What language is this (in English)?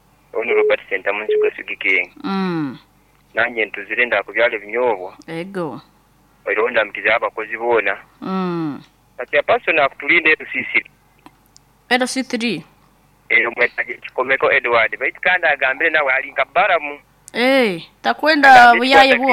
Nyoro